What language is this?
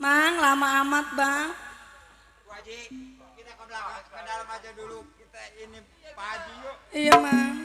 Betawi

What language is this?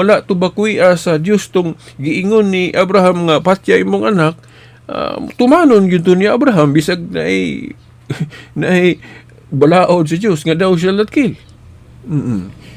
Cebuano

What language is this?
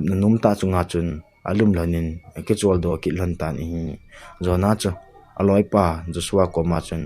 Thado Chin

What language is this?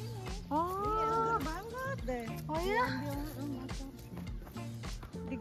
Indonesian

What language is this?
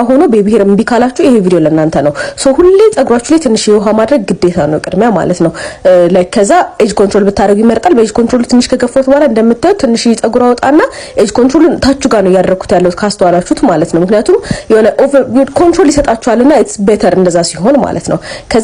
Amharic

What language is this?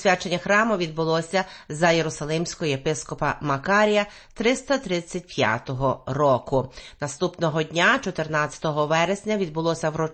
Ukrainian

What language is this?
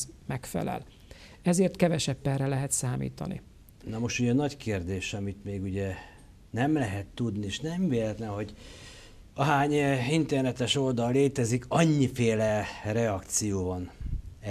Hungarian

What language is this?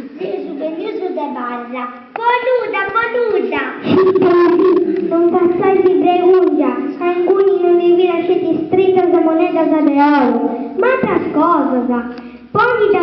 Sardinian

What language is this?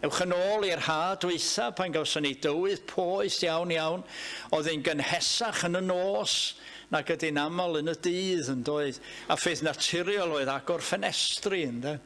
Welsh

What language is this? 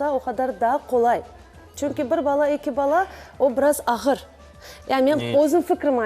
Crimean Tatar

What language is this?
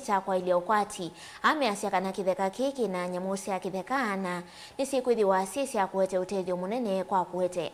Kamba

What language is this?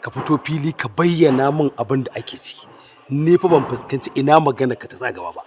Hausa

